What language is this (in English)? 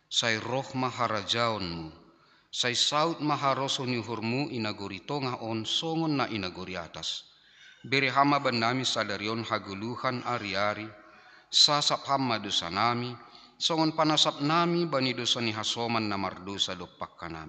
Batak Simalungun